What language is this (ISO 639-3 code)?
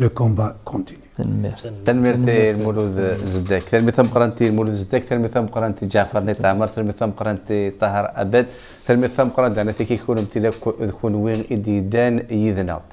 kab